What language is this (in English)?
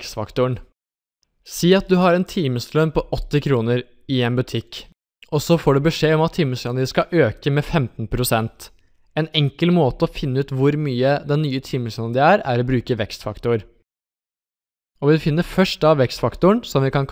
Norwegian